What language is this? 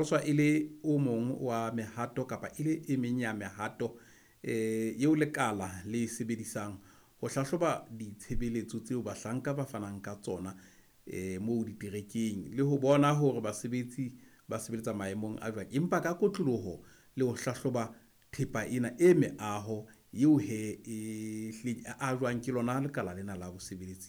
Southern Sotho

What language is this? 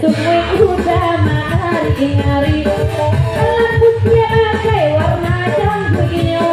Minangkabau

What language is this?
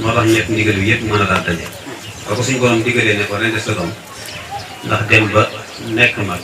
Wolof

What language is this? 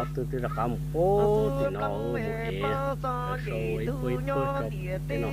Hmong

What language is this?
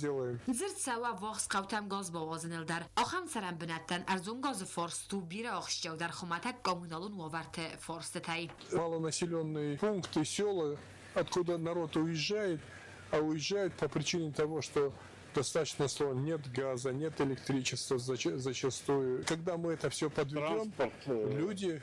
Ossetic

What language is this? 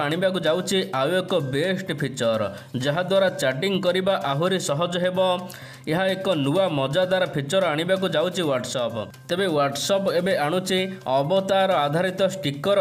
Odia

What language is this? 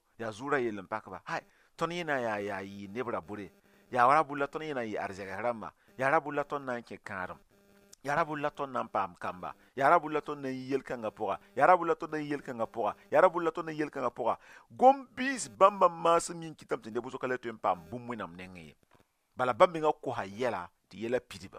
Mossi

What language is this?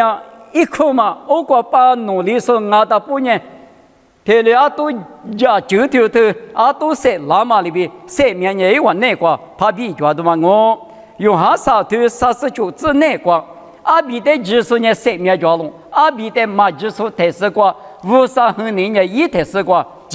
Lisu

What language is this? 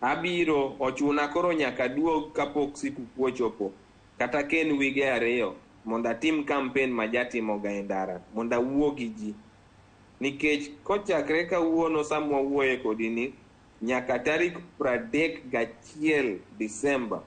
Luo (Kenya and Tanzania)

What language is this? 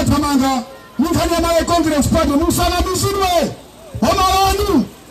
Nyanja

